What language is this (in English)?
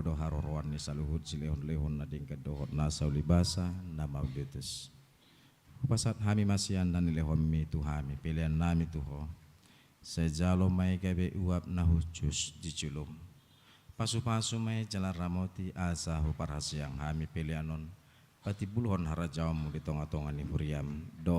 Batak Toba